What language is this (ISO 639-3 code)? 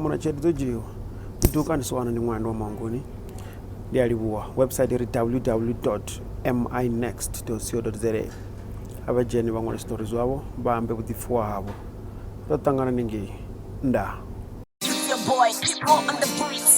ven